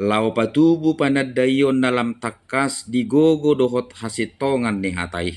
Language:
Batak Toba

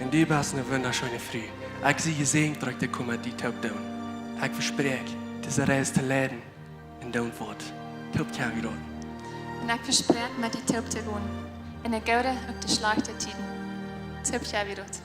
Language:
Plautdietsch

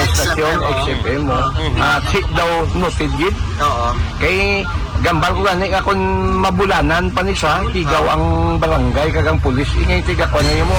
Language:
Hiligaynon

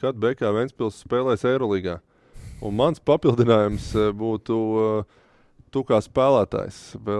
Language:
Latvian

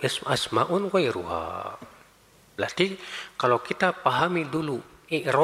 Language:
Indonesian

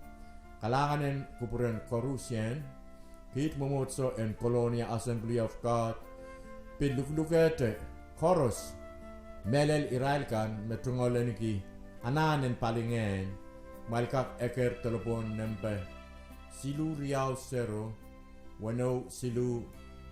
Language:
Pohnpeian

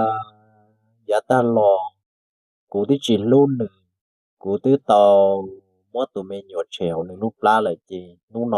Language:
Hmong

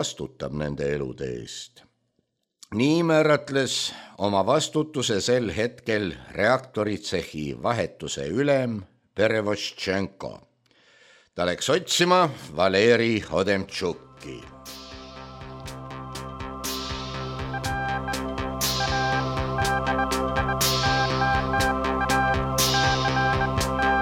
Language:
Estonian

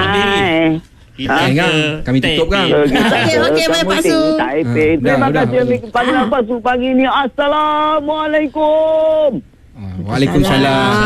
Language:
Malay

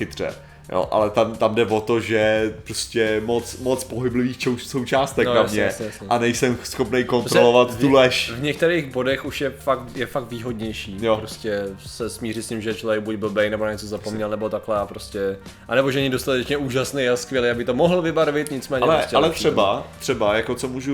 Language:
Czech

